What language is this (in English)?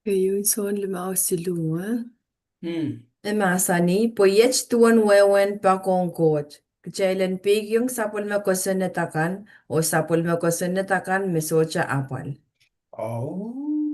Pohnpeian